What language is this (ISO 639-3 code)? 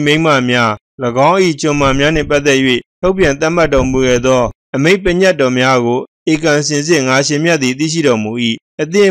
mya